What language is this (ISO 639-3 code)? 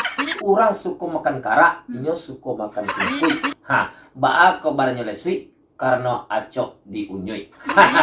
min